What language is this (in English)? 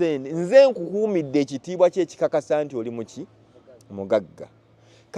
Ganda